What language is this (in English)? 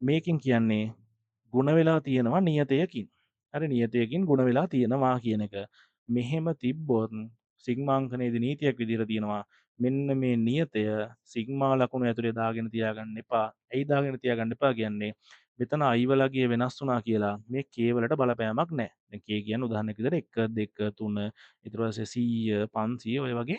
Sinhala